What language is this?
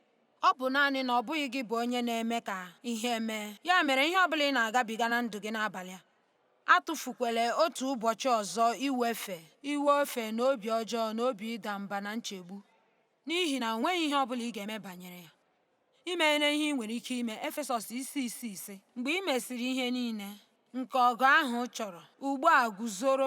Igbo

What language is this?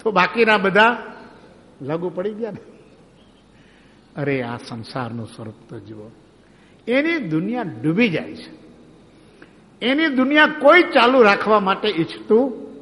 Gujarati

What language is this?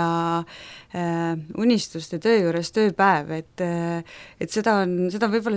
Estonian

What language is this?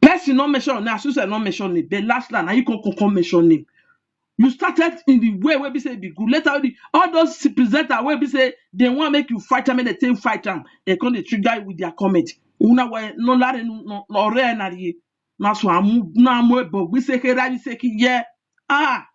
Nigerian Pidgin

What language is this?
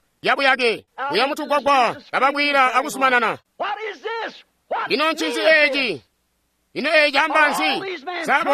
Tonga (Zambia)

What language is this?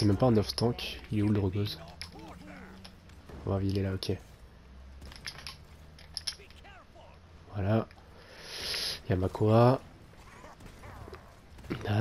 French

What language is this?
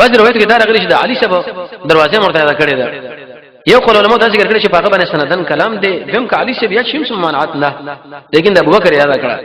Pashto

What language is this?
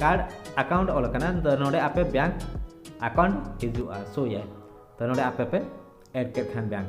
Santali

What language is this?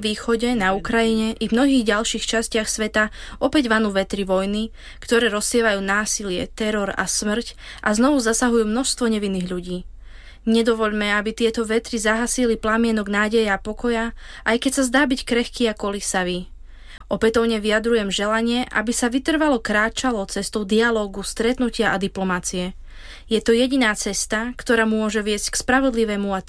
Slovak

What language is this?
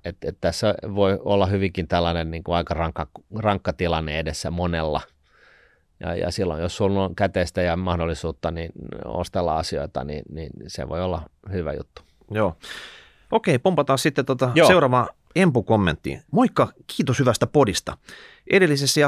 Finnish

